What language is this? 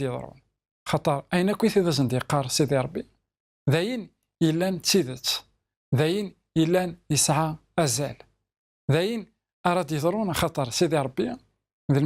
Kabyle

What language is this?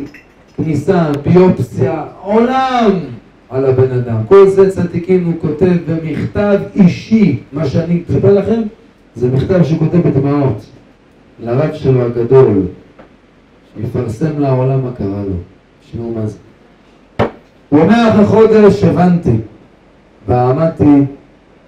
Hebrew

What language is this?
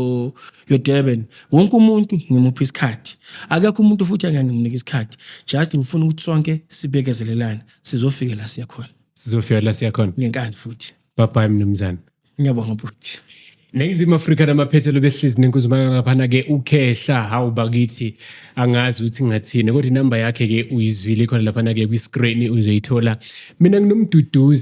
Zulu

